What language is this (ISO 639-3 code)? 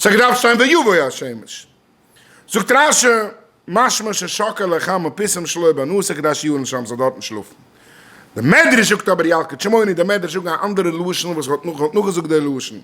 yid